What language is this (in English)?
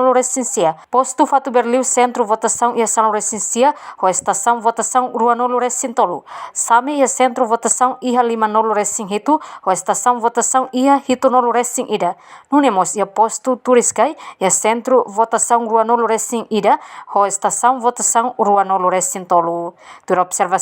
Tetum